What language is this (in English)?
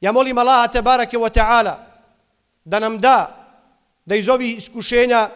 Bosnian